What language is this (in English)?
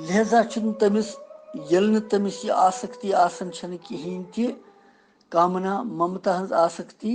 Kashmiri